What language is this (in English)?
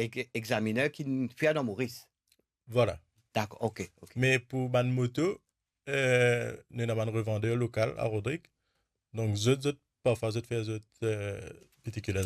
Morisyen